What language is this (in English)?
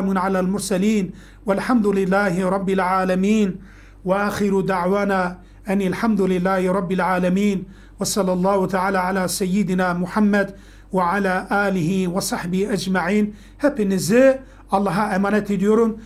Turkish